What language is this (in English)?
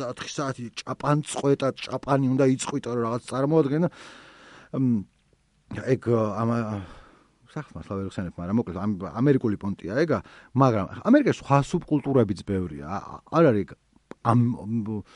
Georgian